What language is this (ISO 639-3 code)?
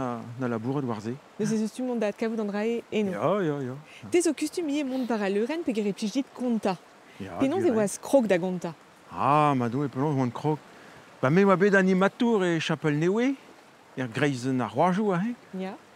bre